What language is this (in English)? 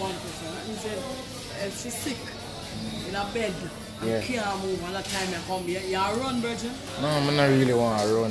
Jamaican Creole English